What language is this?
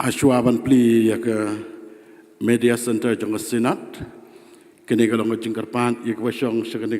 Khasi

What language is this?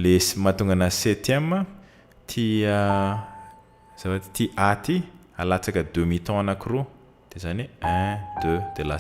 Malagasy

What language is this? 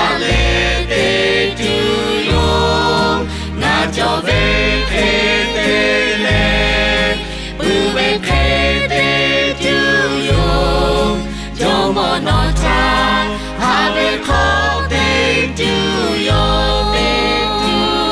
Lahu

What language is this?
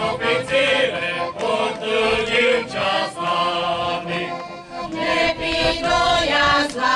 Rusyn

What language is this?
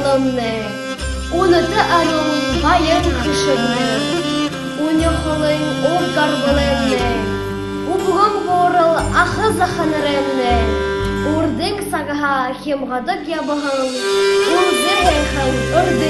Buriat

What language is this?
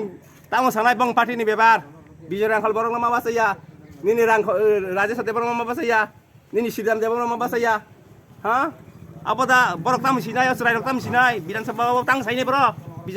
Kok Borok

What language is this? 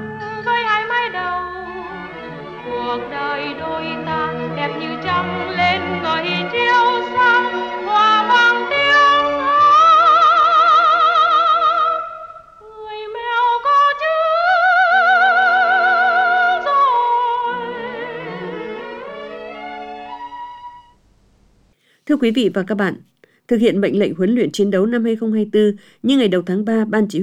Vietnamese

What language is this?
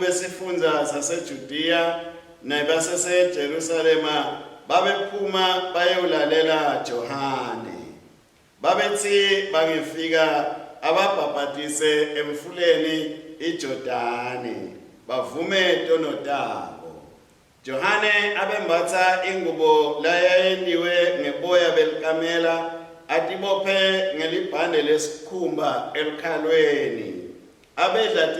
Swati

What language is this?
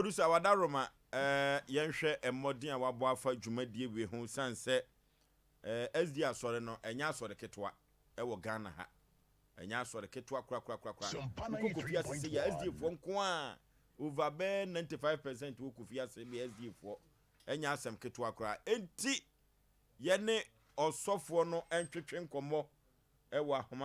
Akan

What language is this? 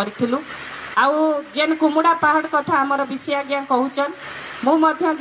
Odia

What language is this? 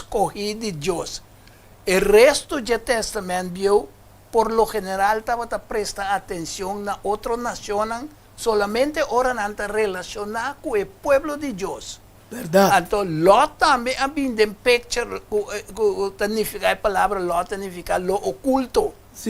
Papiamento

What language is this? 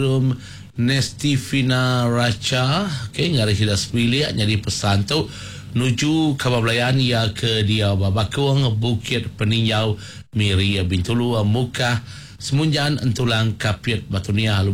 Iban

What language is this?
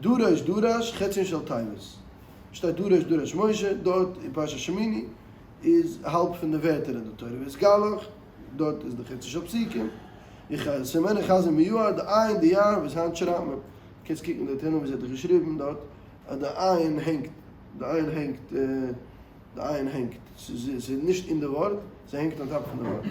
Yiddish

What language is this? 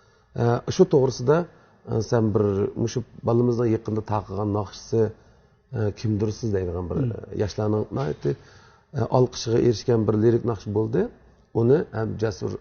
Uyghur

